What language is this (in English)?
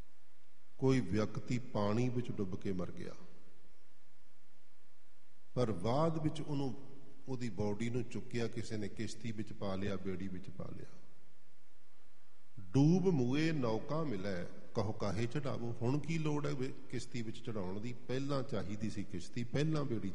Punjabi